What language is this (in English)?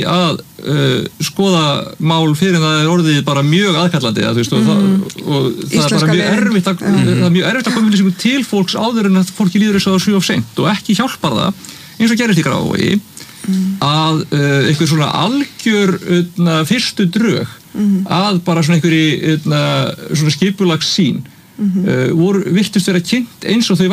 Icelandic